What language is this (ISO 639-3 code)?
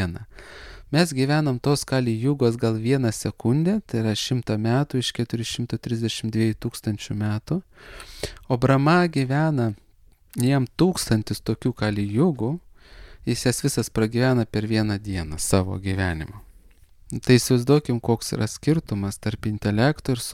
lit